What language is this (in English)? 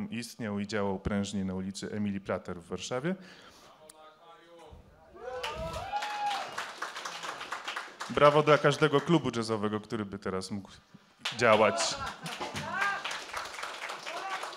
Polish